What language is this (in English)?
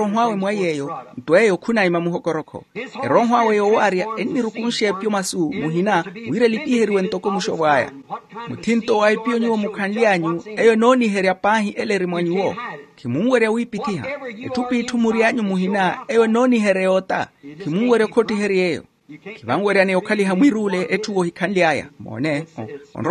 Makhuwa